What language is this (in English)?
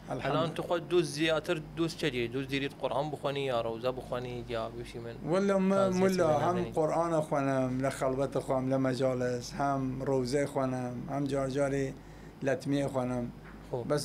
Southern Kurdish